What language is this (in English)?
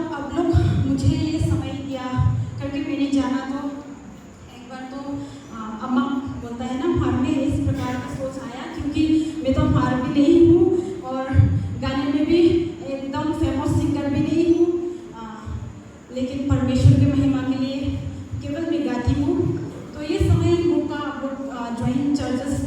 Hmar